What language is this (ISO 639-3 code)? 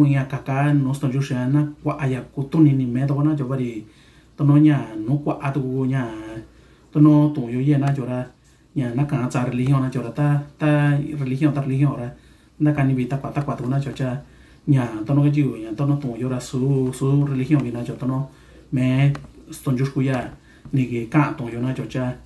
mix